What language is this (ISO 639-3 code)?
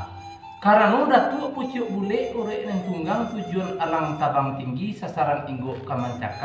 min